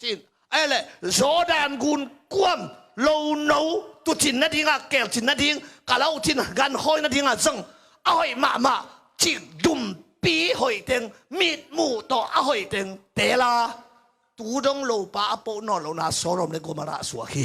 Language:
Tedim Chin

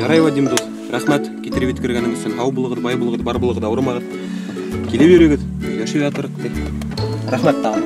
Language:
Bashkir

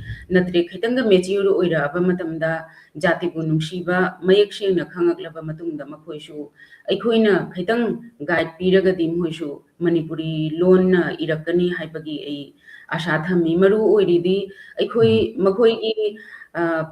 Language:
Manipuri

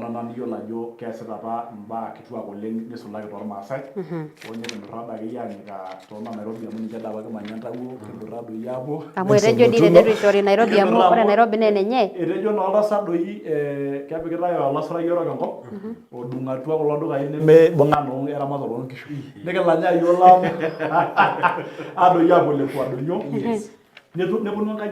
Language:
Masai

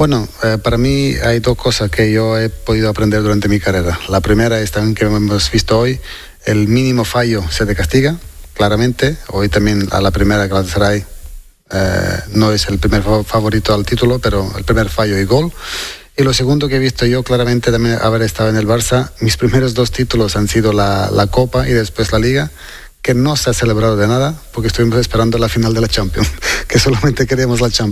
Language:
Spanish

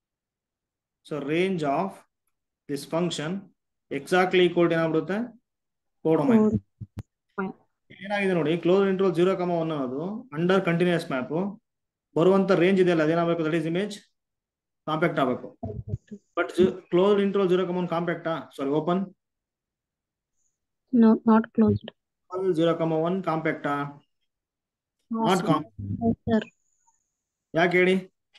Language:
Kannada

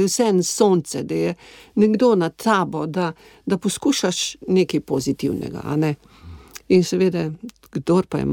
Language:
Slovenian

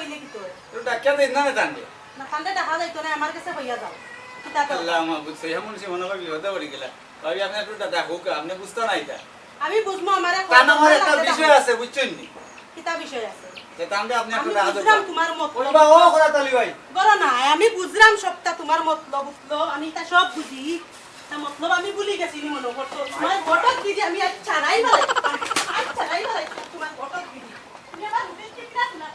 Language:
Sylheti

